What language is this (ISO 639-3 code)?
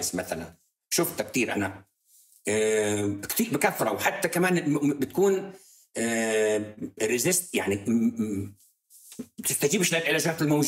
apc